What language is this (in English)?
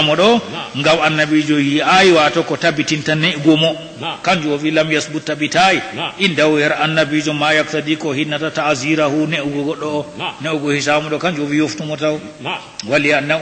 Fula